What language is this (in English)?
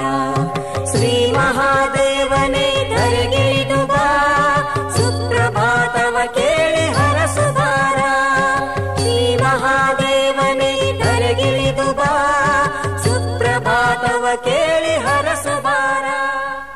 Kannada